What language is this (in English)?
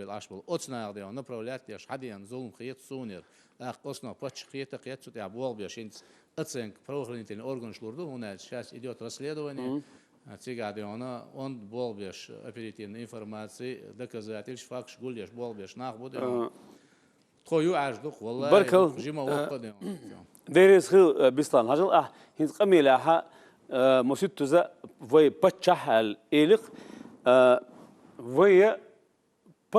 Chechen